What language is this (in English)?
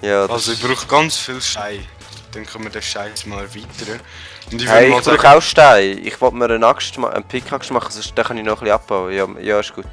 Swiss German